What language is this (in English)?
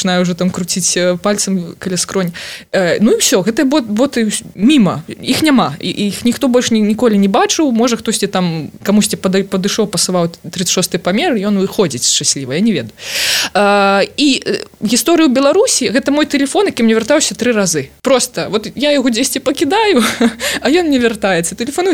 Belarusian